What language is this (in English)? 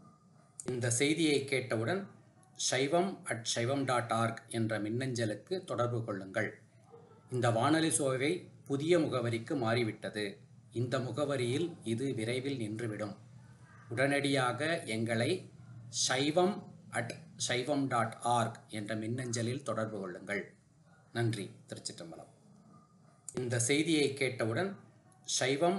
Tamil